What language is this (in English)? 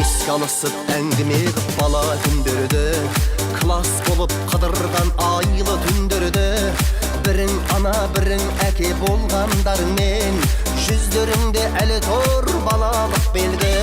Kara-Kalpak